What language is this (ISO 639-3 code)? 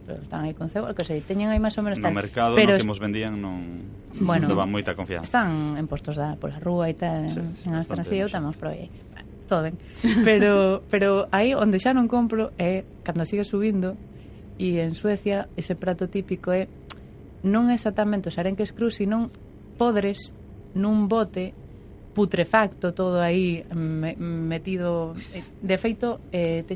glg